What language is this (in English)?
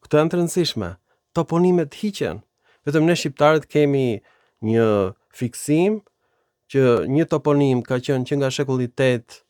Albanian